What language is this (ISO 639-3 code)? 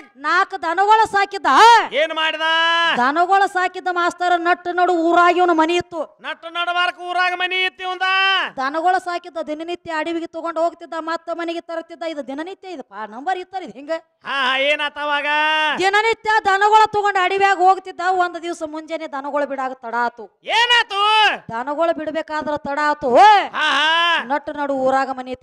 kan